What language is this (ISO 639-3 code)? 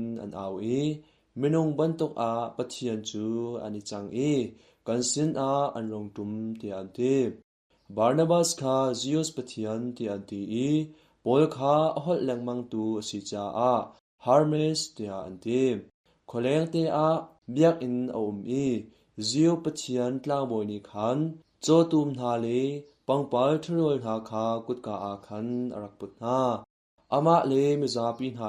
cnh